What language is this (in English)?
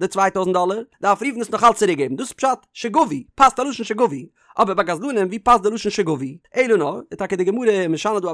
Yiddish